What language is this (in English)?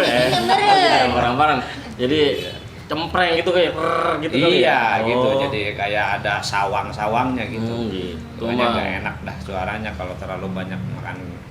Betawi